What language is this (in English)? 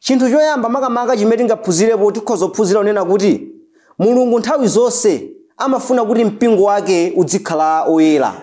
Nyanja